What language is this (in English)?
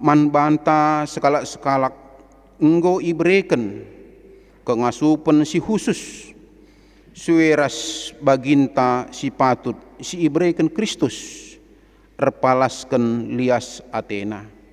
Batak Karo